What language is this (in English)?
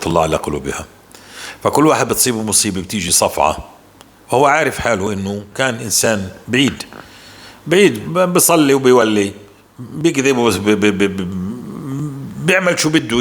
North Levantine Arabic